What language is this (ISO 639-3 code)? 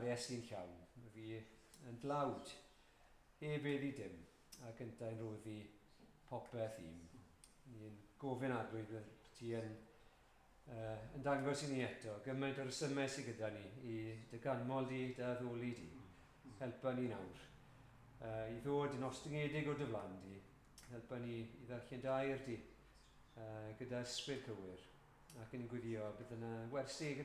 cym